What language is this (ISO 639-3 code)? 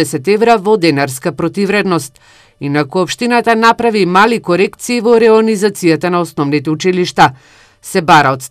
mkd